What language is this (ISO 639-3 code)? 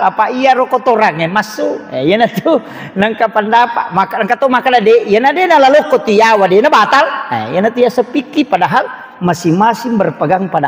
bug